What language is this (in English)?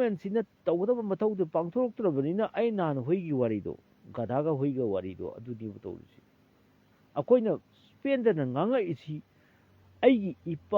Manipuri